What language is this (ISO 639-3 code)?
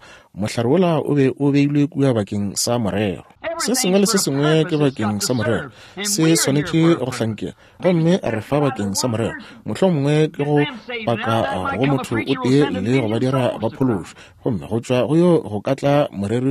nso